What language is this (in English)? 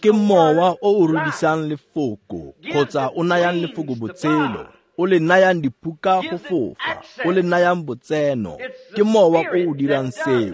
Tswana